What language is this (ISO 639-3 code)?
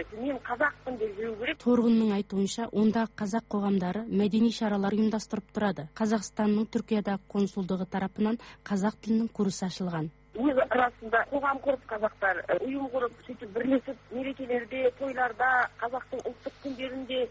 kaz